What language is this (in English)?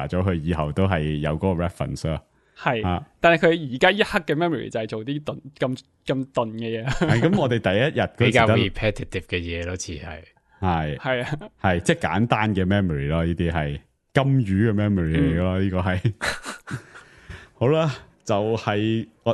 Cantonese